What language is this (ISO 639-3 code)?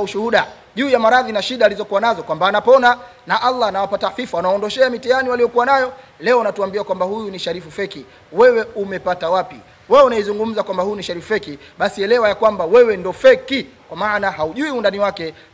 swa